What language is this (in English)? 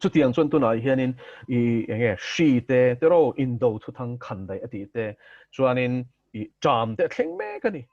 Mizo